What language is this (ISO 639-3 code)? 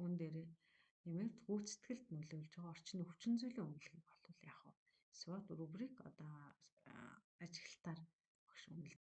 mon